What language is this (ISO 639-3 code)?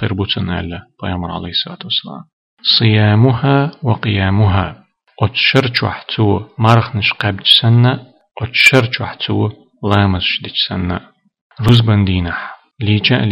che